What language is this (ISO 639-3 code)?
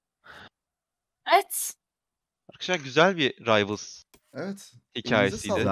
tur